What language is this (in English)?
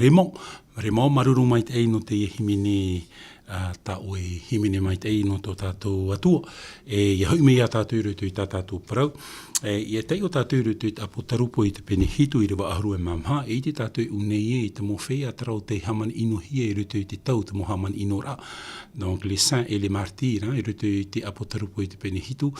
Tahitian